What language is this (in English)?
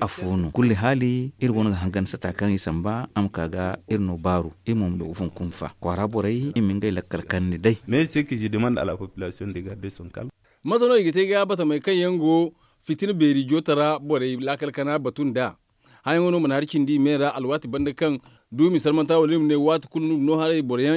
Zarma